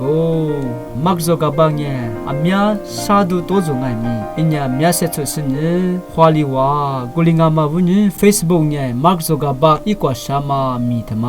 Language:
Lisu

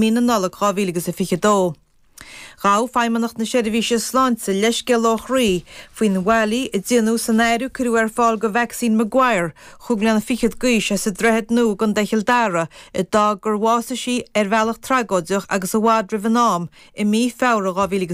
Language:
Irish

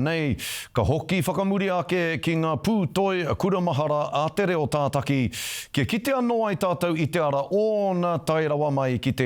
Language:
Māori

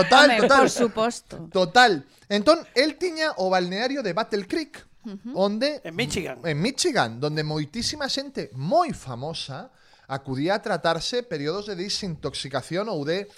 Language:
Galician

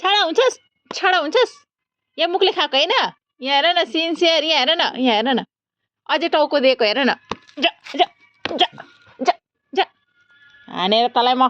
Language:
Nepali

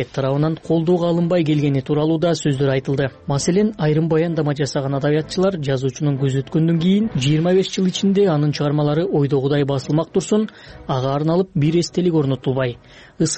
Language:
Kyrgyz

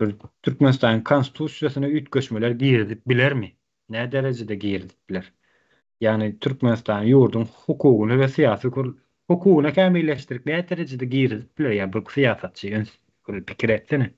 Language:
Turkmen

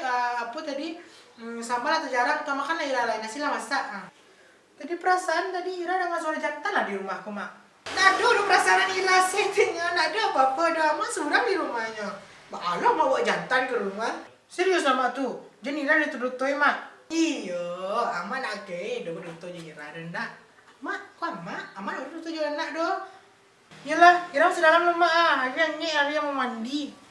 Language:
Minangkabau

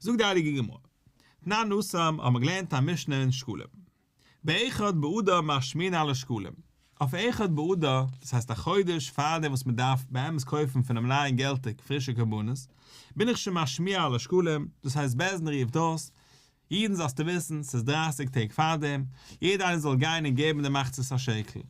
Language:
Yiddish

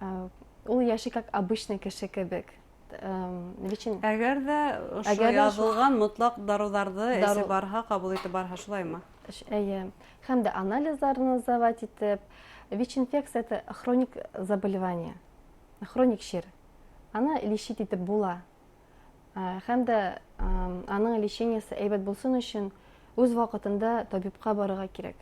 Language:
Bashkir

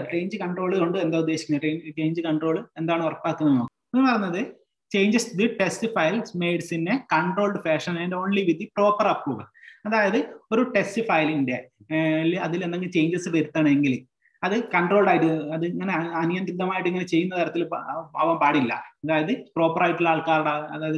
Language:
Malayalam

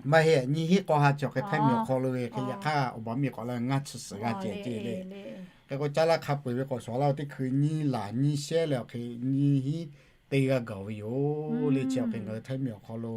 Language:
Lahu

